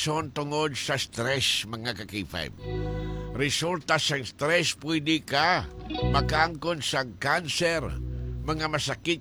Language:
Hiligaynon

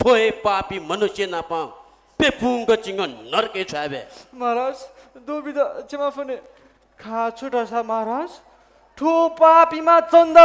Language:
Newari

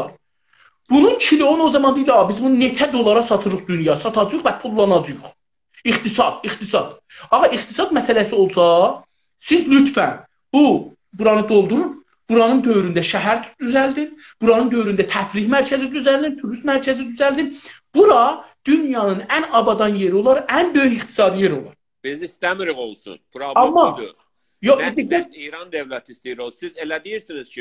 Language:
South Azerbaijani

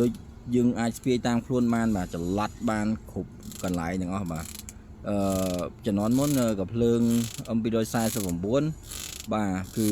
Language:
Khmer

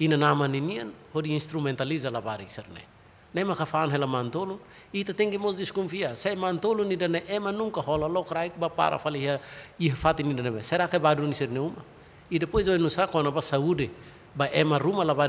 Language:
Tetum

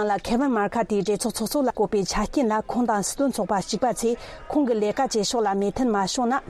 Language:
Tibetan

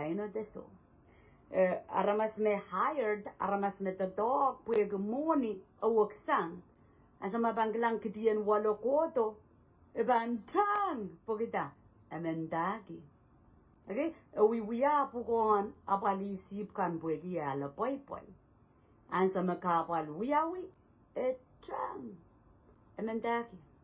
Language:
Pohnpeian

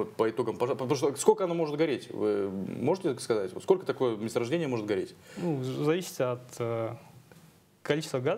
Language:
Russian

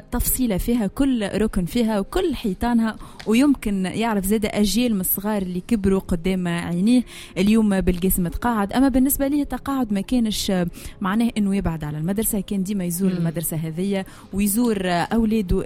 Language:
Tunisian Arabic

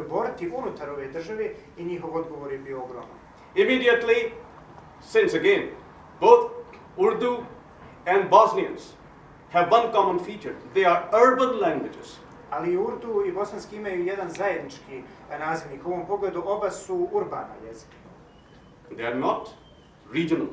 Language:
Bosnian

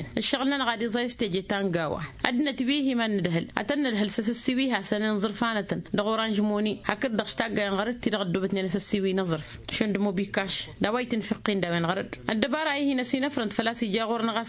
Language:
Tamasheq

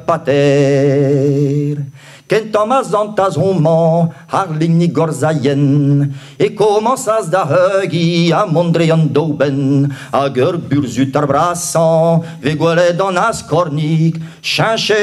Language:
Breton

